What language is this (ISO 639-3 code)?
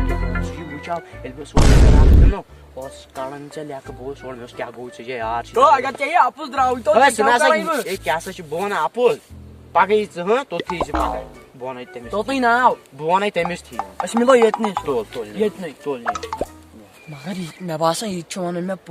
kas